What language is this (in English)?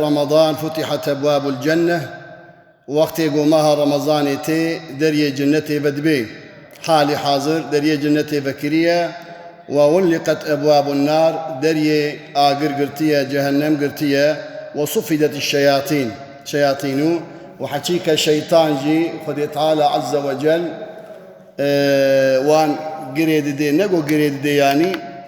Kurdish